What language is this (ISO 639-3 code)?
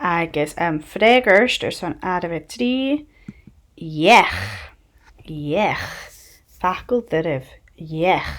gla